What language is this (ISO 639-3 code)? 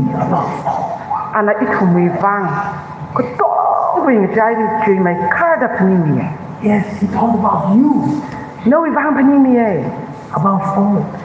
nmf